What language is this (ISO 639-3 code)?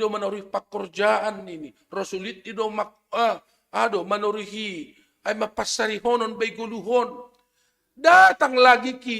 bts